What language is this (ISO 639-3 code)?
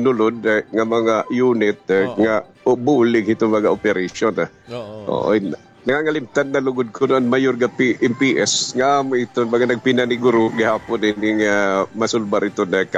war